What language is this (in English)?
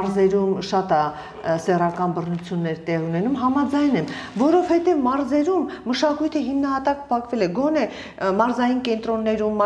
Armenian